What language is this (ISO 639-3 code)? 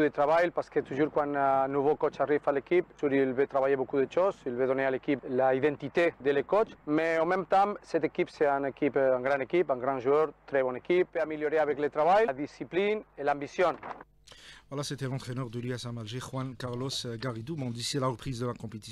fra